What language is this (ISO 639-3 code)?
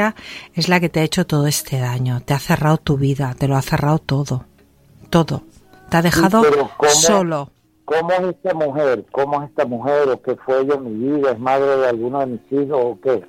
spa